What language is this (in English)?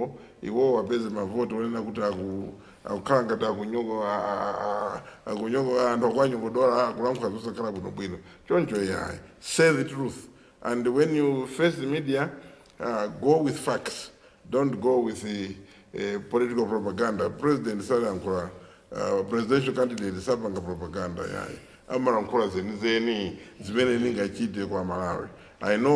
Nyanja